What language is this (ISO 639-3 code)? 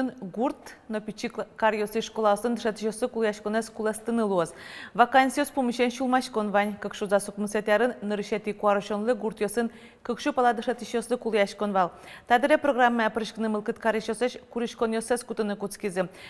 udm